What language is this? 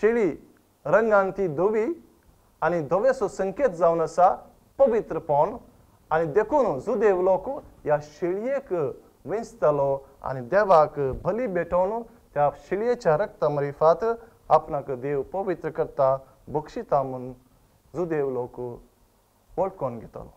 Konkani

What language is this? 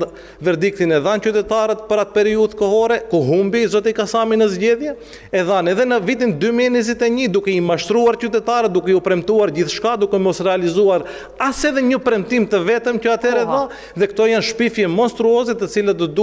Albanian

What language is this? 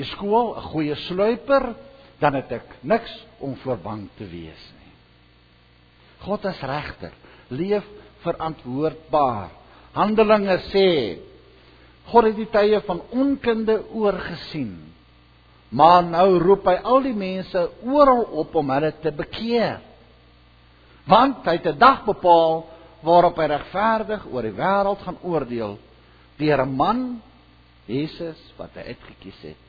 Afrikaans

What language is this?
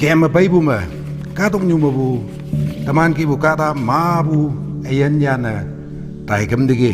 Konyak Naga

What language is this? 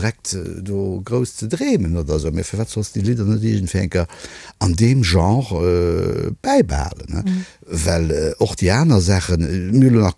Luxembourgish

